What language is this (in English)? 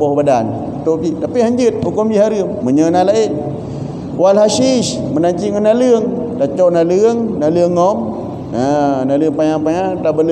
Achinese